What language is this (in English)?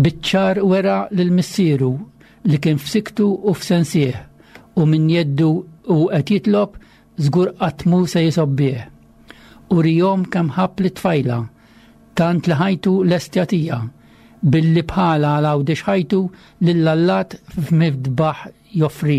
Maltese